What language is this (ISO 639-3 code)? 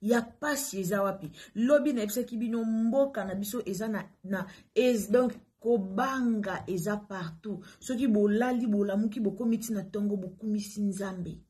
lin